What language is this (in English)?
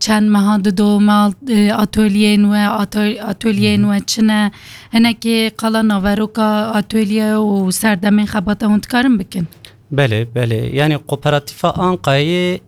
Kurdish